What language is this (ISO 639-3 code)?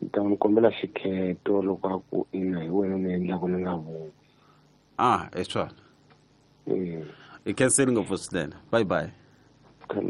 tso